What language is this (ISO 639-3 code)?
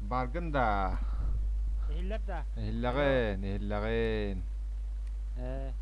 sah